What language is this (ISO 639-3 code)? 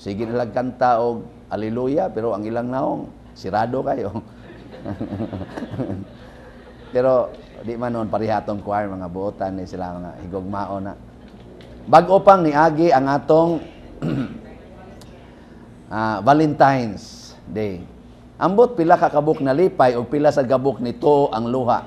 ceb